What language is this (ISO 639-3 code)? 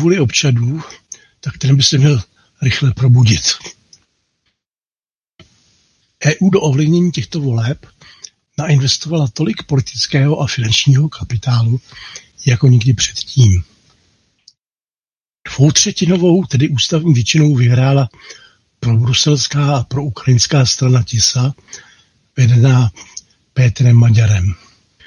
ces